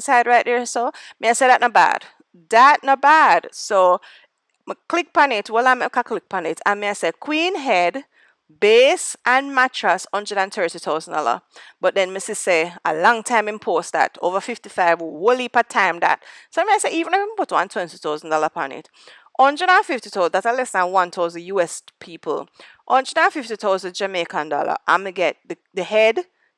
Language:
Jamaican Creole English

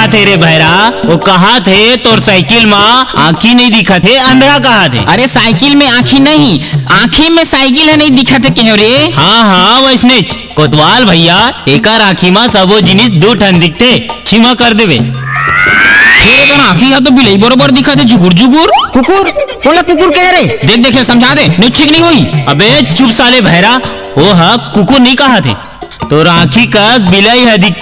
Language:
Chhattisgarhi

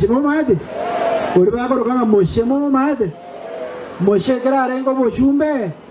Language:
Gusii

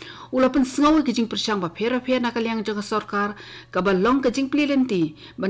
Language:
Khasi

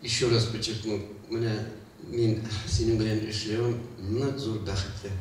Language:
Bashkir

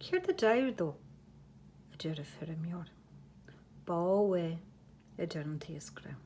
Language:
Irish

